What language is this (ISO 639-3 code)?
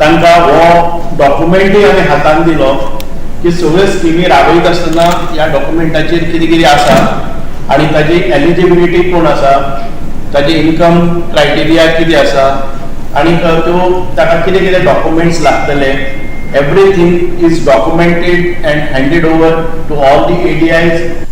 kok